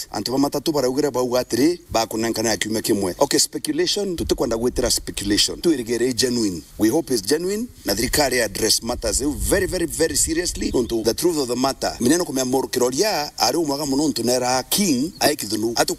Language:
Meru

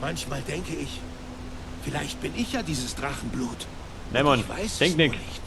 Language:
Bavarian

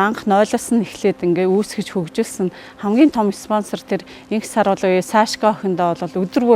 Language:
Mongolian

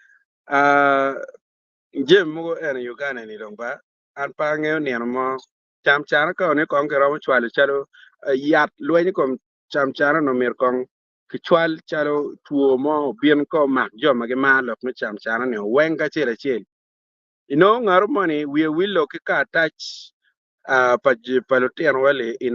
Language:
Acoli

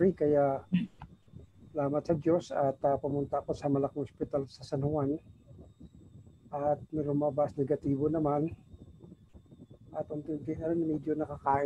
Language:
Filipino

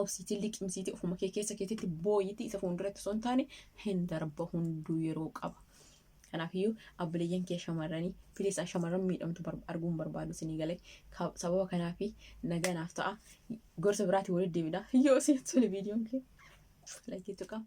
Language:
Oromo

